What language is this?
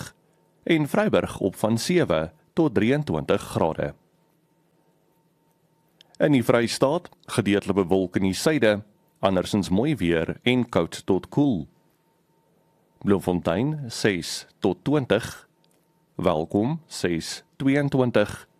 Afrikaans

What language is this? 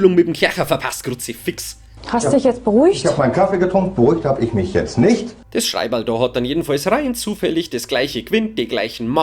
Bavarian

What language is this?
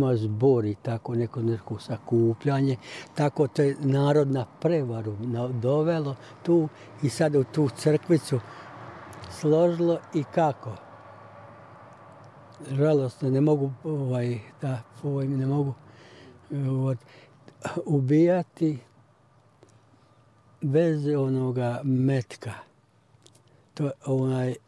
Croatian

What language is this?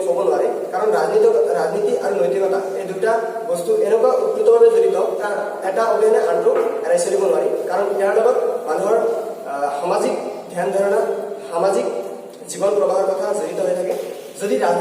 Assamese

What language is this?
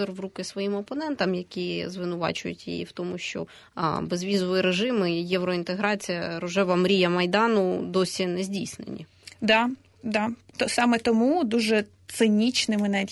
Ukrainian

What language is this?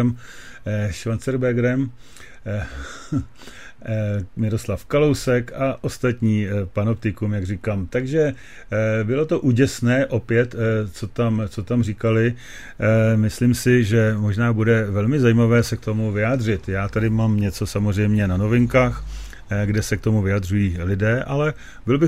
Czech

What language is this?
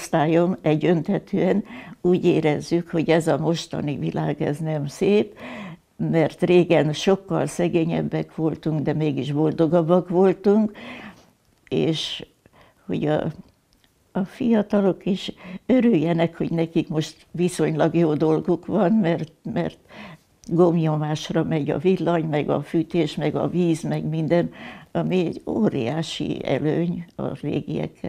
Hungarian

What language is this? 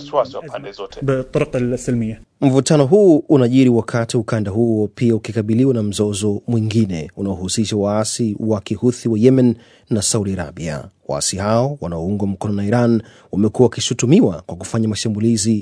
Swahili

